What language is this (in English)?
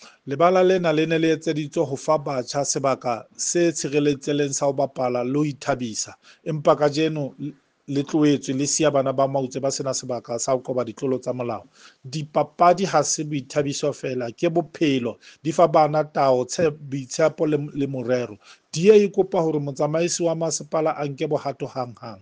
Southern Sotho